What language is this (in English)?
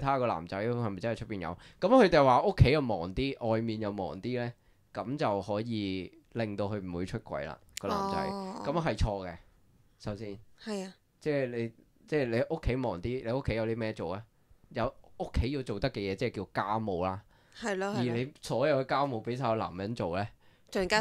Cantonese